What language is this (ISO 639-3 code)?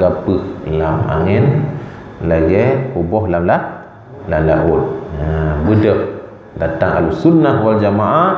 ace